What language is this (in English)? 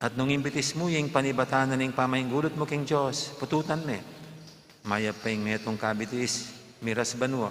Pampanga